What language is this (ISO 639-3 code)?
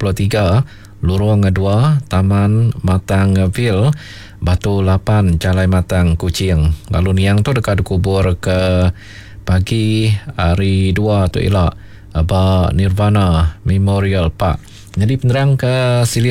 iba